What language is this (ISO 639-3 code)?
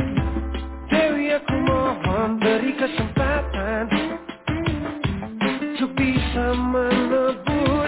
ind